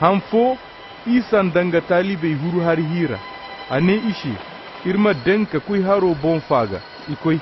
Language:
Koyraboro Senni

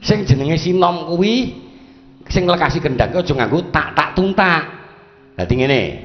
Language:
Javanese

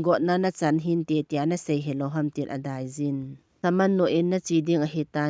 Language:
Thado Chin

